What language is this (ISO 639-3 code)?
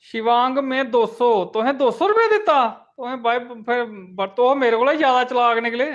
doi